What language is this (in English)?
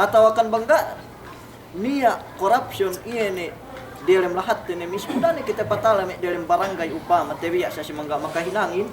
Yakan